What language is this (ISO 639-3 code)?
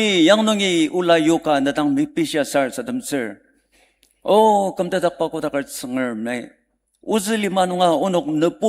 njo